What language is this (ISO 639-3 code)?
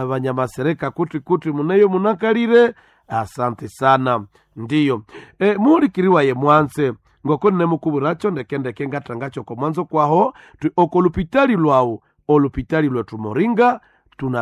nnb